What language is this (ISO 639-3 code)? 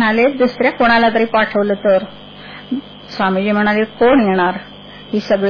mar